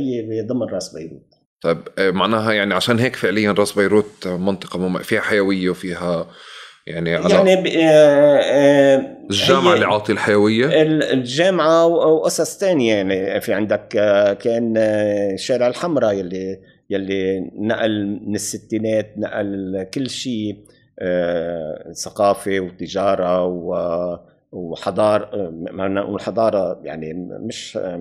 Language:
North Levantine Arabic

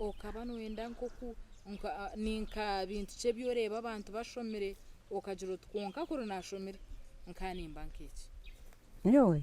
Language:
Nyankole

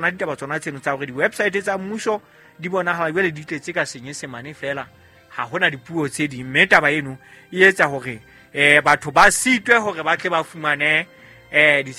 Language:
Southern Sotho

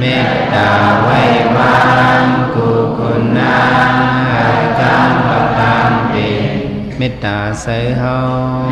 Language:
Shan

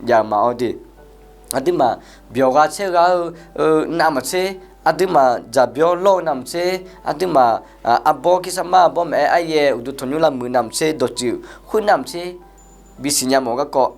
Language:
Akha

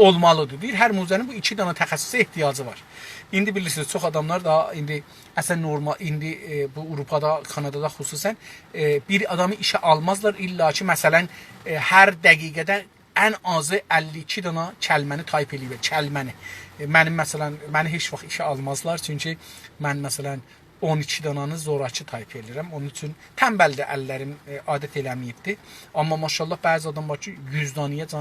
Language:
South Azerbaijani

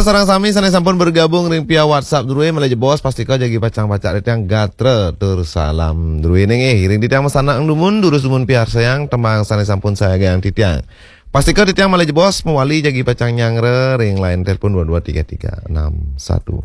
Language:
Balinese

